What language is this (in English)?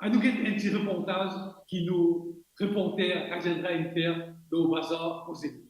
Morisyen